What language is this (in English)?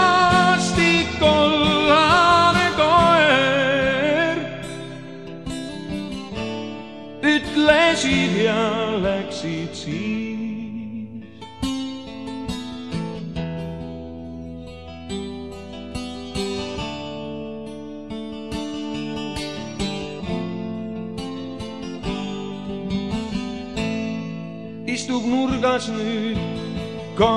Estonian